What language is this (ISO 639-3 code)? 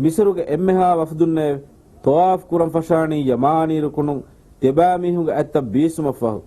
div